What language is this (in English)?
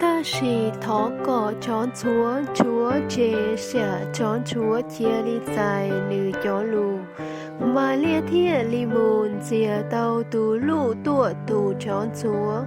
Hmong